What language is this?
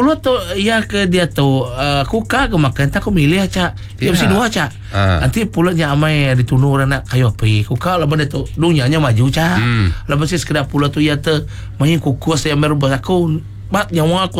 Iban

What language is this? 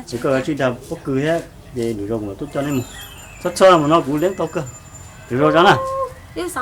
Hmong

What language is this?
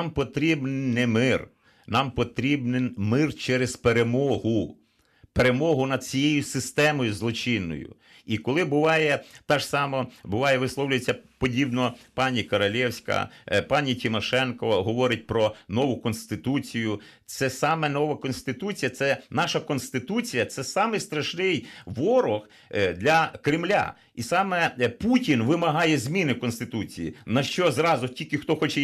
Ukrainian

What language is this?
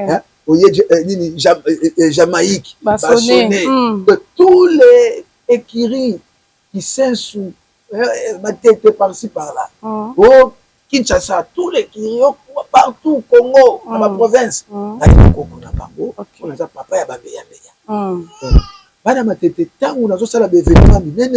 Lingala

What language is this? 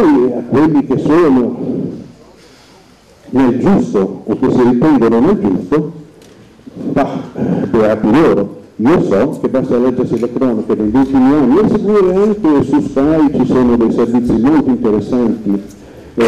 Italian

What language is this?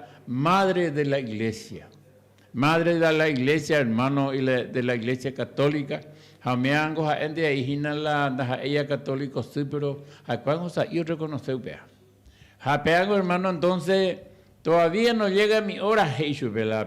Guarani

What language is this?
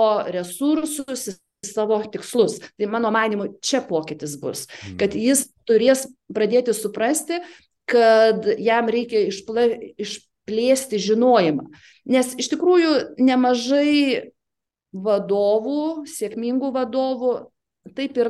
Lithuanian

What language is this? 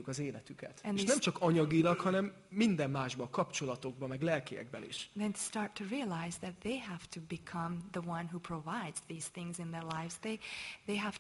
Hungarian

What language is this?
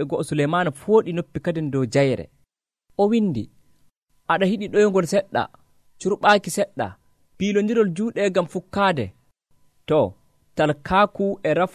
Nigerian Fulfulde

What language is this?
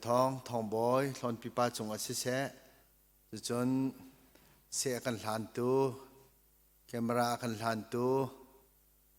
Hakha Chin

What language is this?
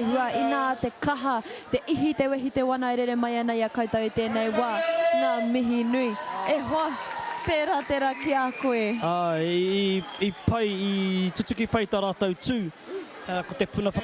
Māori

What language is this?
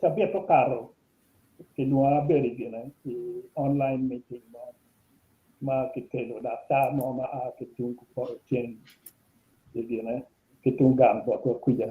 Acoli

